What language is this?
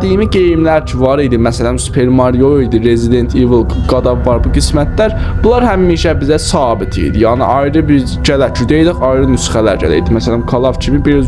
South Azerbaijani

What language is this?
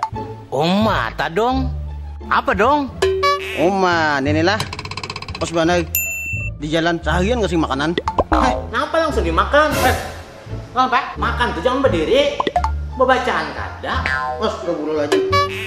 Banjar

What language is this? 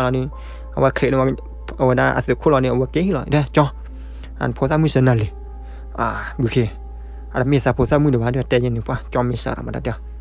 S'gaw Karen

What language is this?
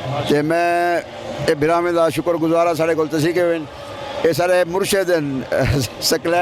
Saraiki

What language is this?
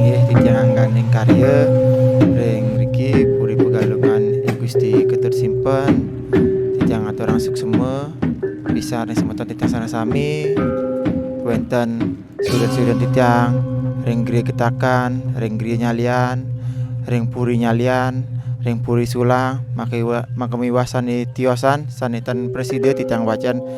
Balinese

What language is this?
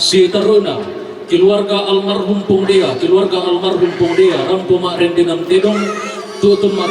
Toraja-Sa'dan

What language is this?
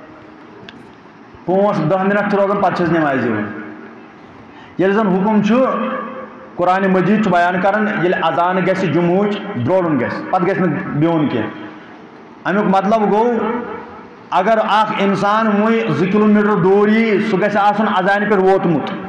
Kashmiri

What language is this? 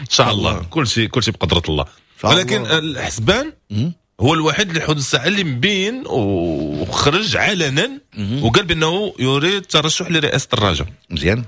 Moroccan Arabic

